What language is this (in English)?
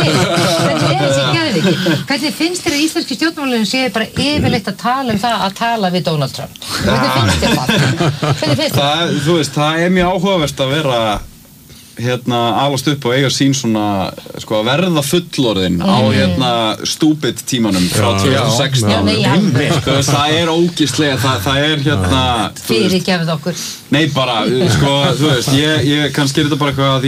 Icelandic